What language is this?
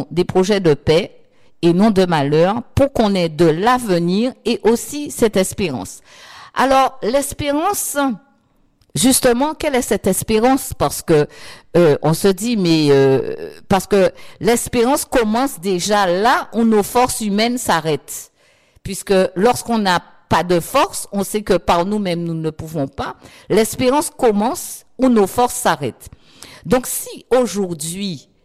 French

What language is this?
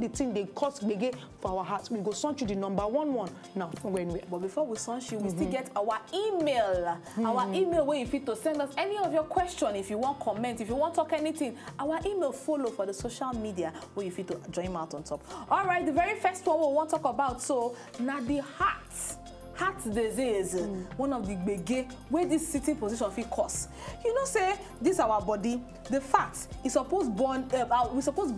Nigerian Pidgin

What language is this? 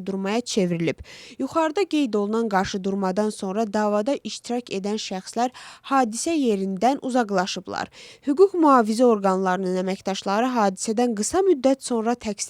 Azerbaijani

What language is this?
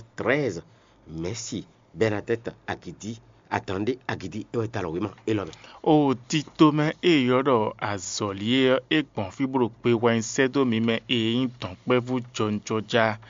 Fon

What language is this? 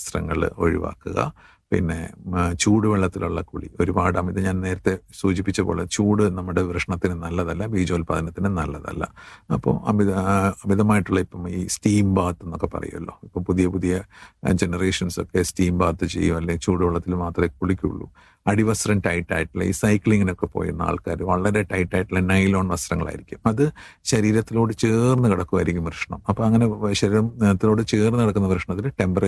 Malayalam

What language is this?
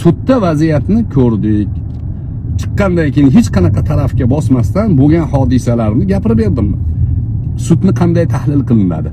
Uzbek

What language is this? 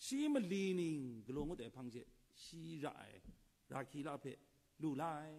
Kachin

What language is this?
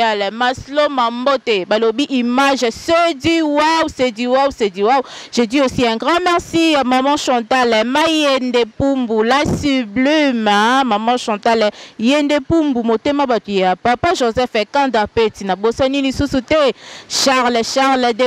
Lingala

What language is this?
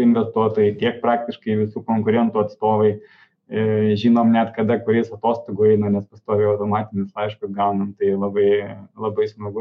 Lithuanian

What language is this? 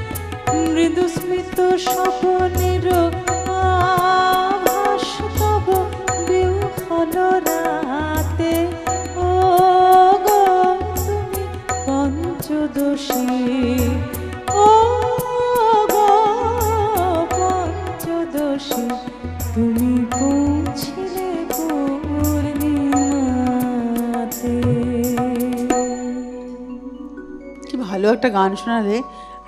Bangla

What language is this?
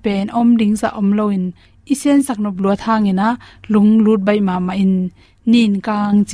Tedim Chin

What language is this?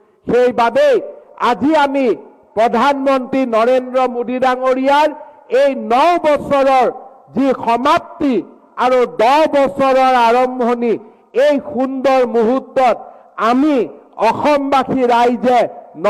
Assamese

